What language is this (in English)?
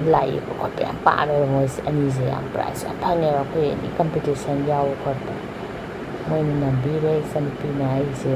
Manipuri